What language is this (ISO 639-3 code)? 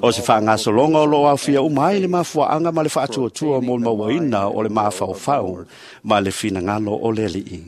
smo